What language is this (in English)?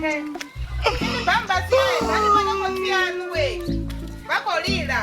Venda